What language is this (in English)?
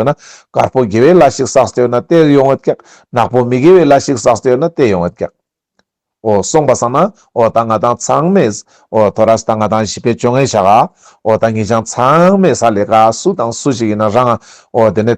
Ladakhi